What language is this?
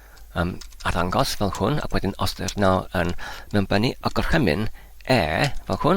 Welsh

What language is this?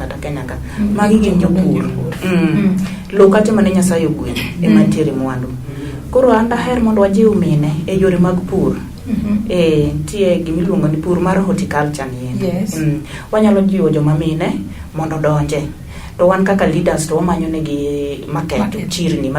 Luo (Kenya and Tanzania)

